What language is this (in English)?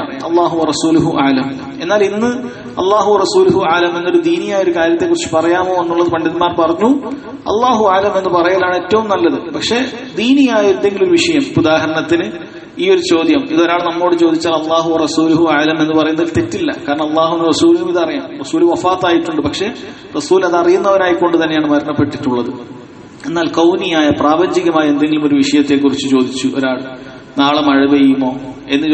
Malayalam